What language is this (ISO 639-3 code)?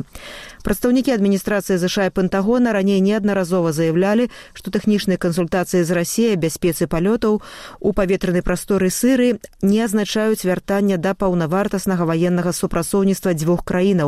bel